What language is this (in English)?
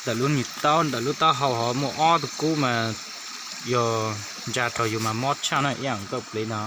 Hmong